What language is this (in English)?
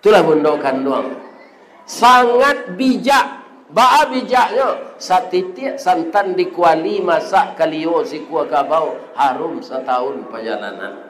Minangkabau